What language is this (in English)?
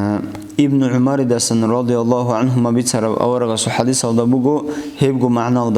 Avaric